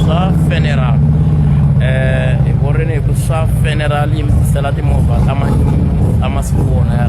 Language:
Tsonga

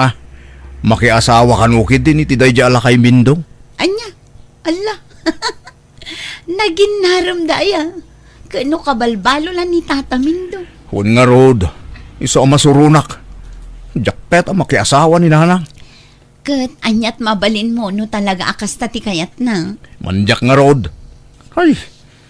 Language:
Iloko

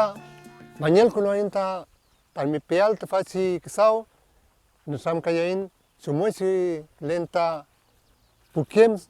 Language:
Mapuche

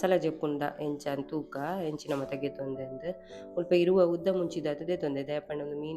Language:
Tulu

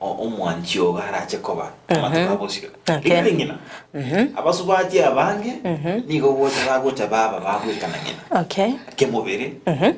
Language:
Gusii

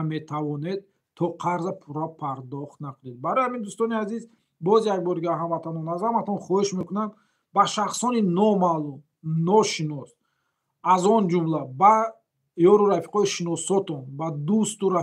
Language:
Tajik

